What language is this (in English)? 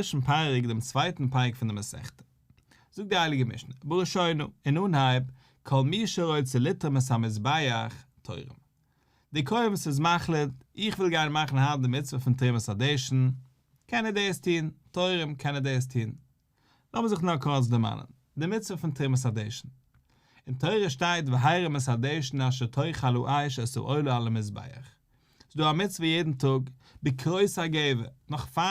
Yiddish